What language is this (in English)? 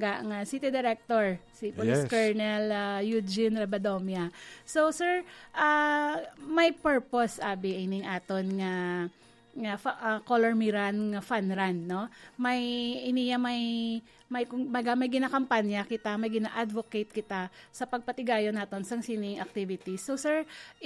Hiligaynon